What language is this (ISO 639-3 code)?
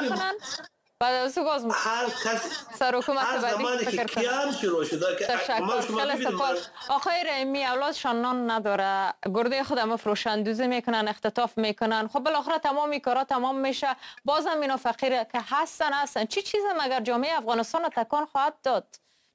fas